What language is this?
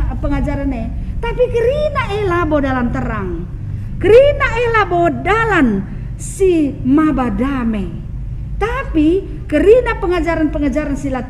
Batak Karo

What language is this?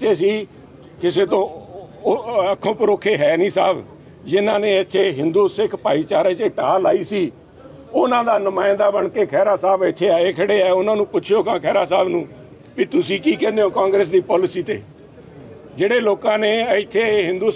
Punjabi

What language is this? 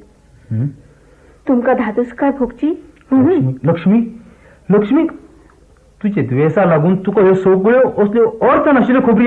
Konkani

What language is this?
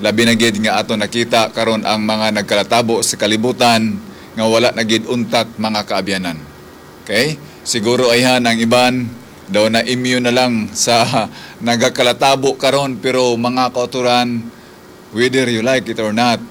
Hiligaynon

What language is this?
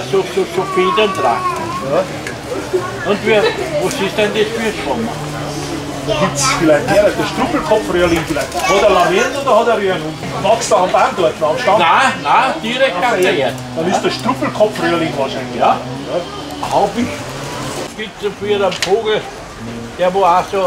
Bavarian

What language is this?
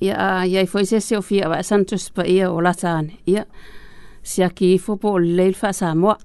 Samoan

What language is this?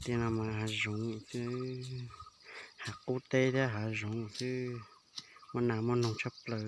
Hmong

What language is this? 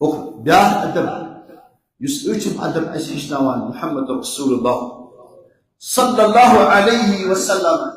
Kashmiri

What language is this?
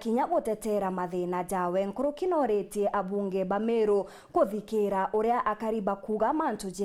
Meru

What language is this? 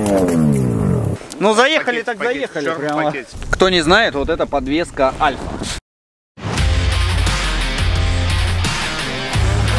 Russian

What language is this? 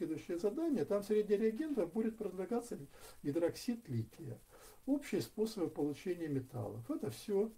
Russian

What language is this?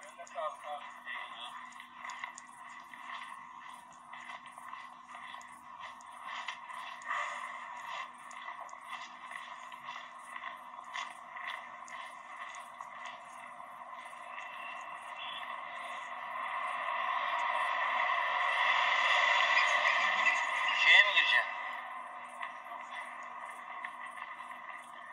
Turkish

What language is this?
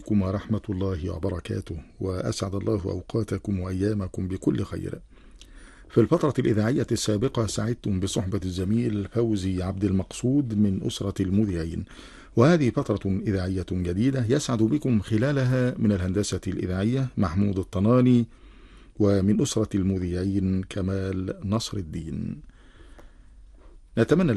Arabic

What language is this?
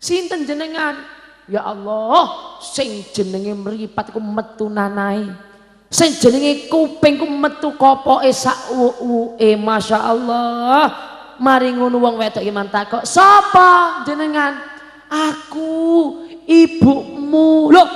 Javanese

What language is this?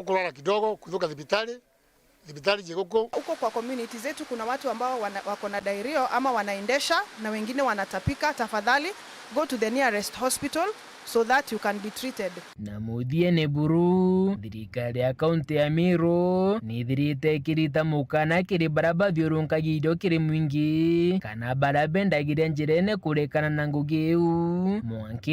Meru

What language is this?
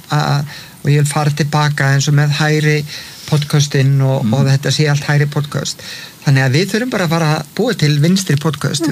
Icelandic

